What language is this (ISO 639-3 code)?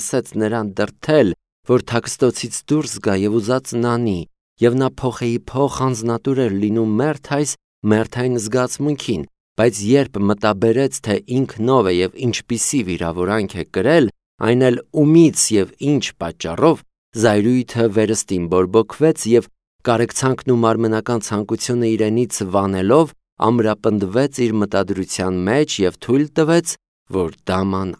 hye